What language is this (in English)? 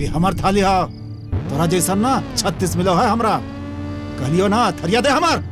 Magahi